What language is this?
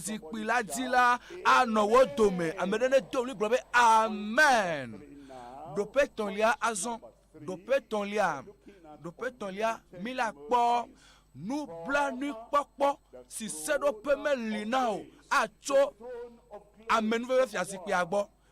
Ewe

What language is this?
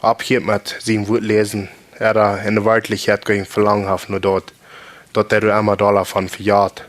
Plautdietsch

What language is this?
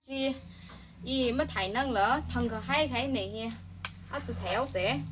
Tangkhul Naga (India)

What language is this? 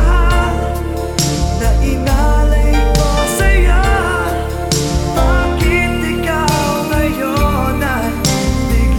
Filipino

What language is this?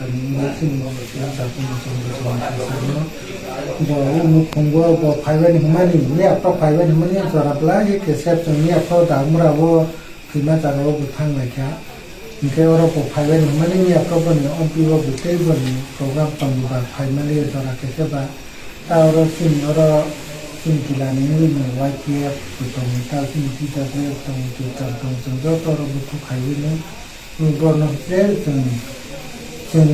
Kok Borok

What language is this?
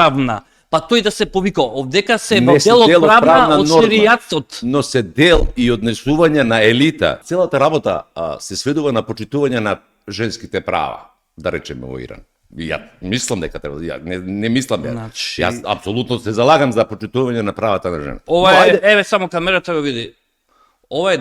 Macedonian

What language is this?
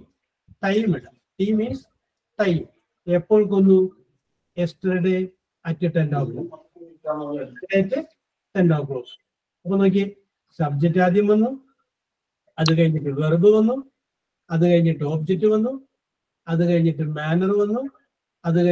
Malayalam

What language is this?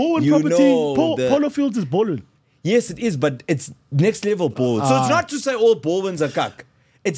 English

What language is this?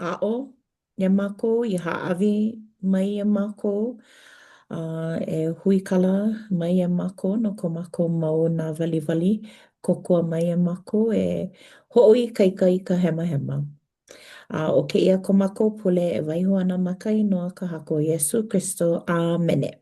Hawaiian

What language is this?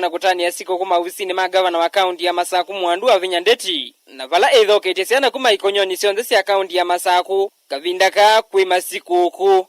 Kamba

